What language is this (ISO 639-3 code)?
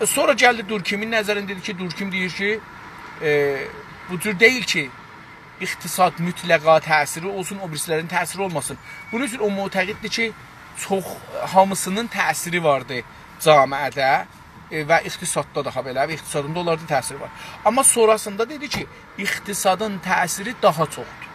azb